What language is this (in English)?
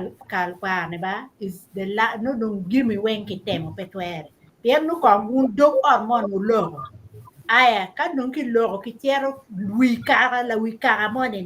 Acoli